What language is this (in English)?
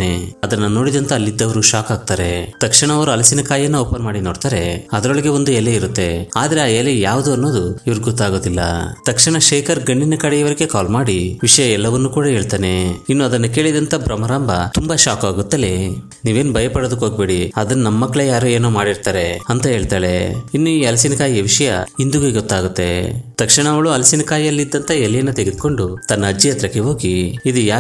Kannada